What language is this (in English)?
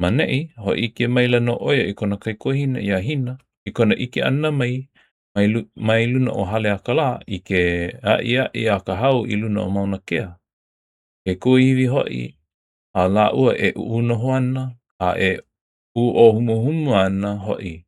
Hawaiian